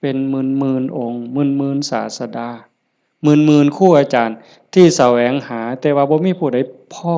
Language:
Lao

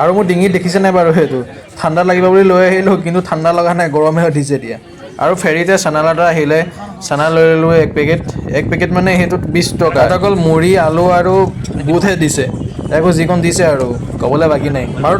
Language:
Assamese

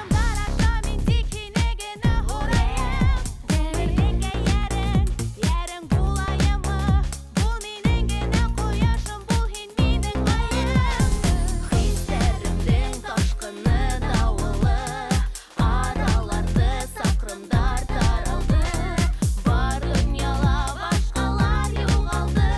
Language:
Bashkir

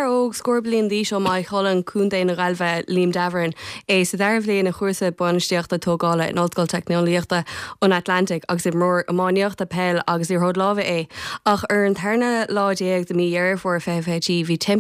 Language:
Irish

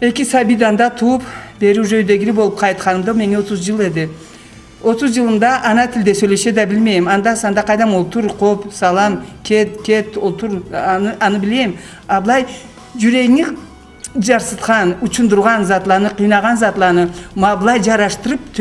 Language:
Karachay-Balkar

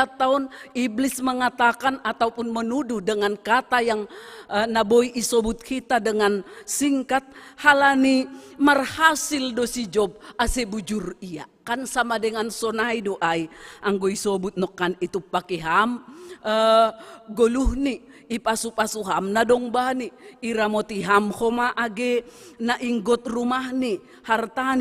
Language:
Batak Simalungun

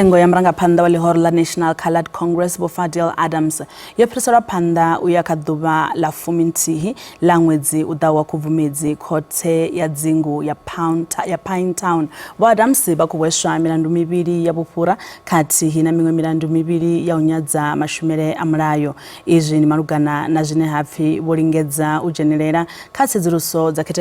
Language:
Venda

